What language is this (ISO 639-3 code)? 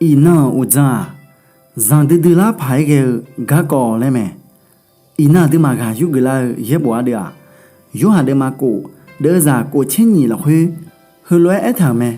ahk